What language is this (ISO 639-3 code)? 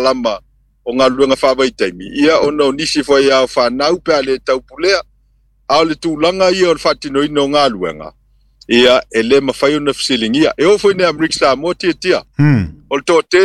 smo